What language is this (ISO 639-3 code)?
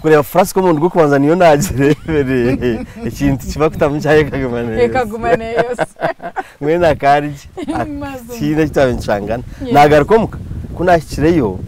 nyn